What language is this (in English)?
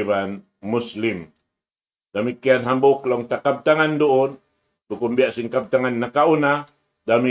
Tausug